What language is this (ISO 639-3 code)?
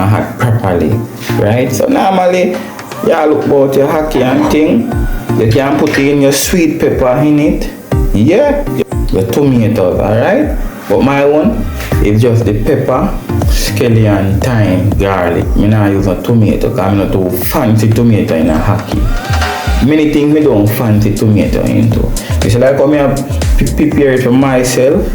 jam